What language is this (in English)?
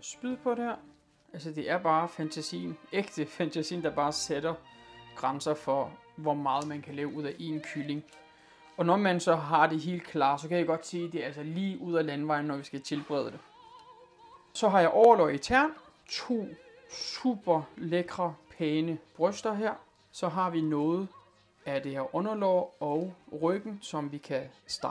Danish